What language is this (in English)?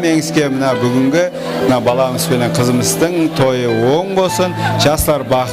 Kara-Kalpak